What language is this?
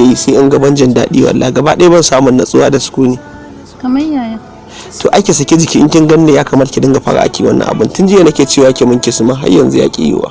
Hausa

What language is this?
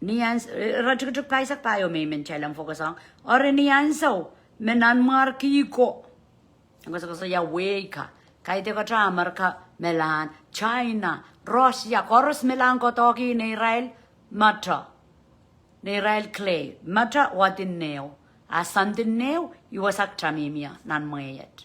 Pohnpeian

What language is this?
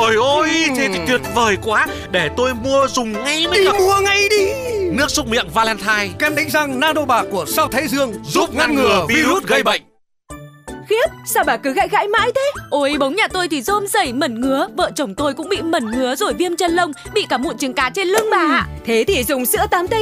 Vietnamese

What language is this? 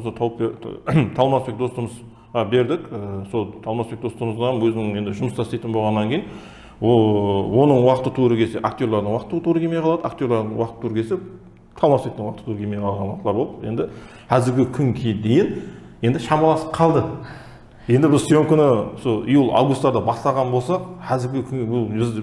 Kara-Kalpak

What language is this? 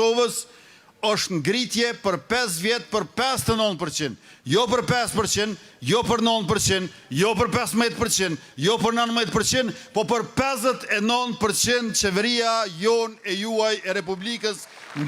Albanian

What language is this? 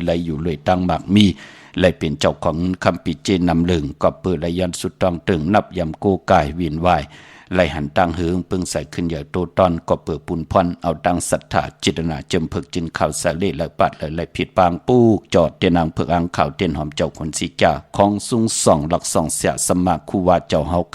Shan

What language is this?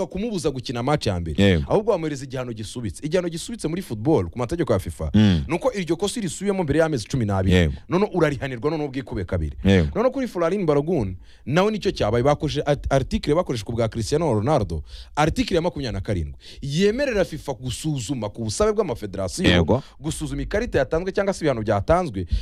Kinyarwanda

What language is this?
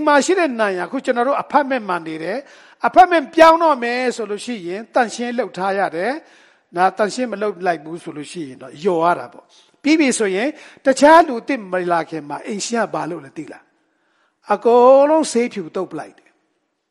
Burmese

